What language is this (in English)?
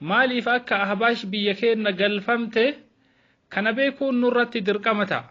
Oromo